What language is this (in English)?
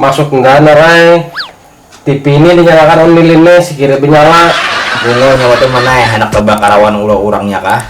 Banjar